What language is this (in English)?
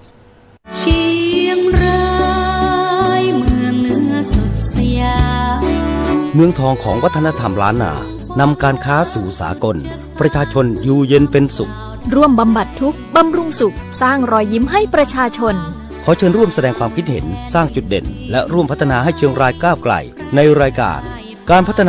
Thai